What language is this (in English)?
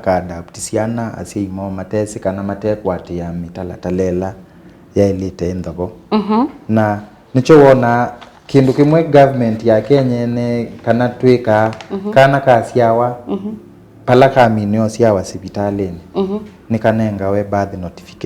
Kamba